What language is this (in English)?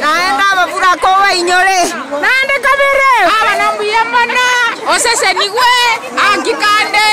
Gusii